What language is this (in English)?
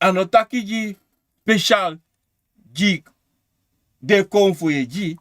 Sranan Tongo